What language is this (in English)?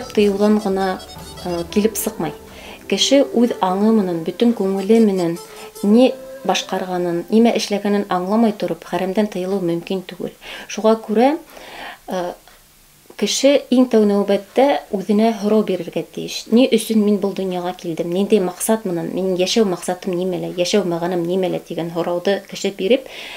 Bashkir